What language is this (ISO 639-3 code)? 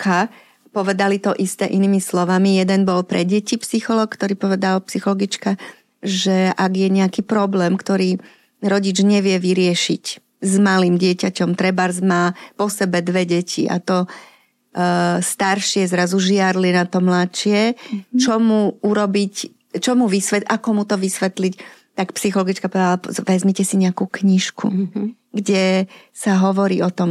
slk